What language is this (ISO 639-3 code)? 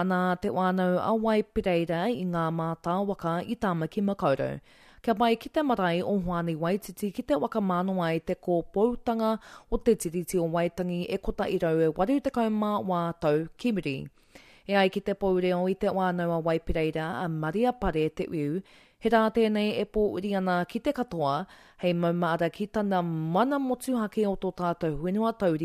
mri